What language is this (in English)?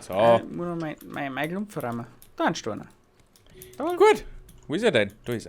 Bavarian